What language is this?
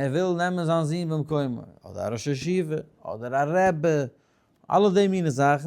Yiddish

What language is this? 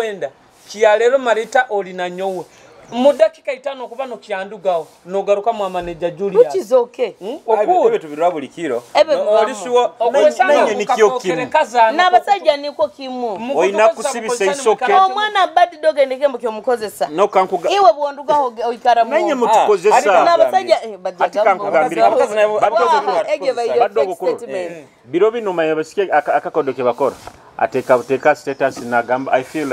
Nyoro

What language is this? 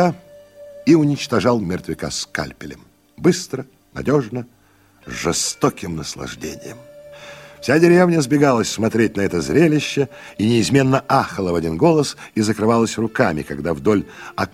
Russian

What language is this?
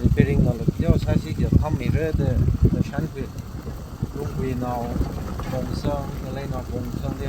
Tangkhul Naga (India)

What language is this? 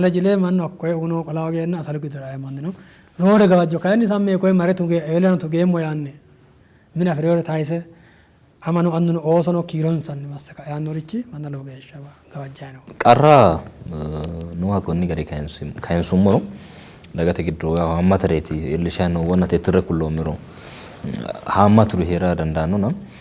Sidamo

